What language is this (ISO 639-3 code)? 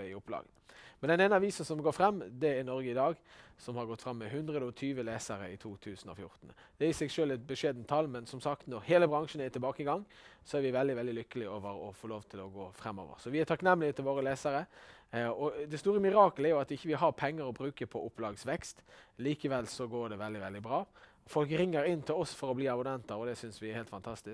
nor